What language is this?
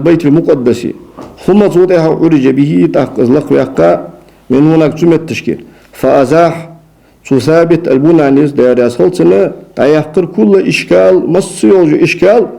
Ingush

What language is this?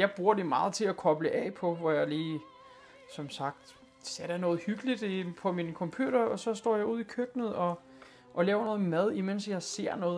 Danish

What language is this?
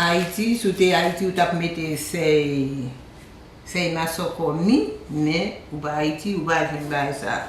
Haitian Creole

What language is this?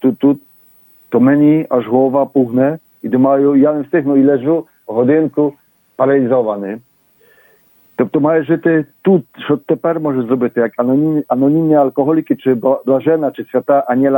Ukrainian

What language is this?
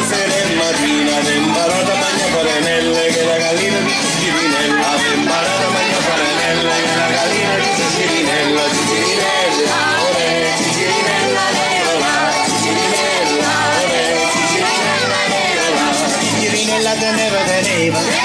Italian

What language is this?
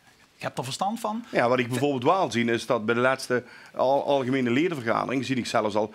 Limburgish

